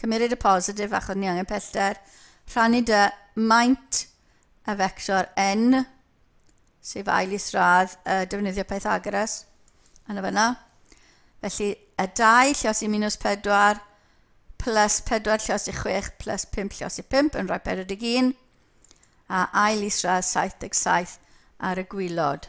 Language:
Welsh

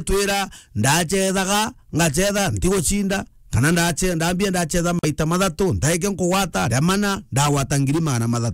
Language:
Meru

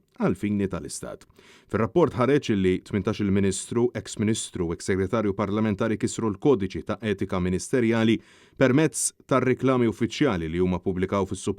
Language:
Maltese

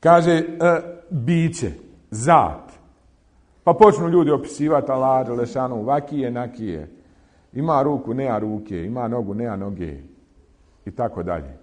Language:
Bosnian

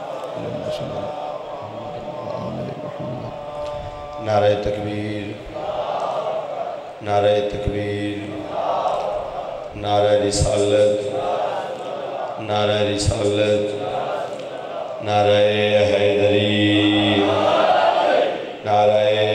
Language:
Urdu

